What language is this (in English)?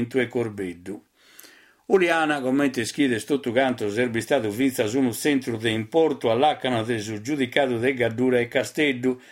Sardinian